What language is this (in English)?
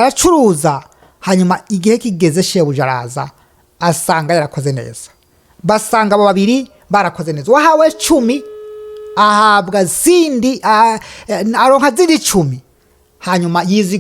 Rundi